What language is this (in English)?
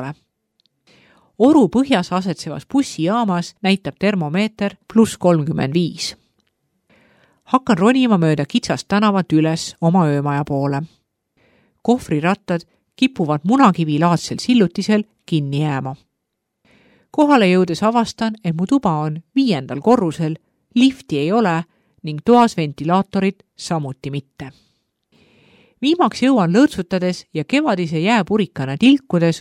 Estonian